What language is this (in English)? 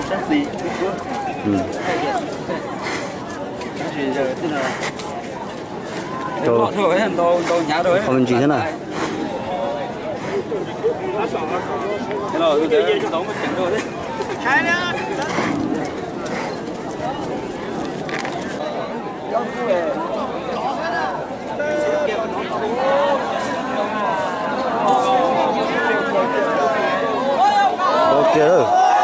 Vietnamese